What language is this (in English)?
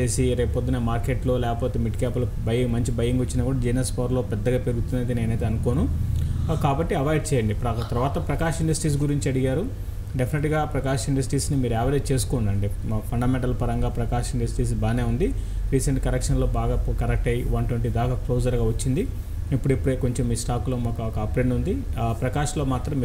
Telugu